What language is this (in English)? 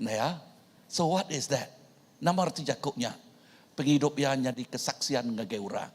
Iban